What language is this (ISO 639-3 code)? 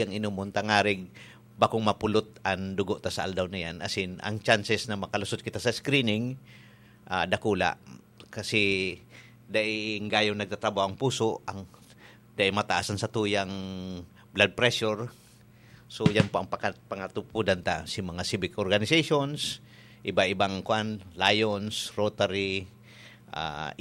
bik